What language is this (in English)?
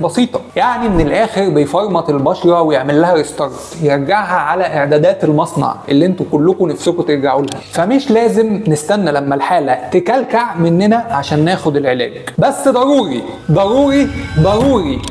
Egyptian Arabic